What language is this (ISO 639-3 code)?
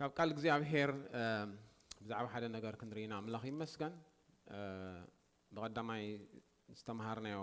tir